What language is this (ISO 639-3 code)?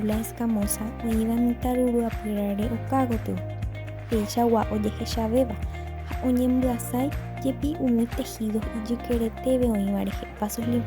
grn